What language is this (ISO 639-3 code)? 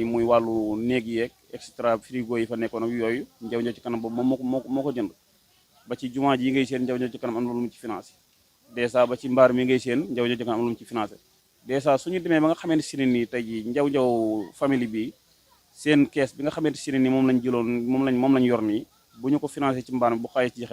wol